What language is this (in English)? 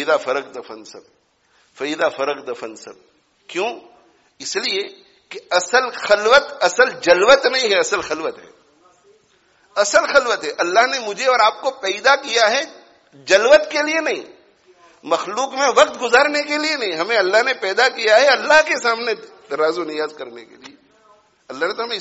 Urdu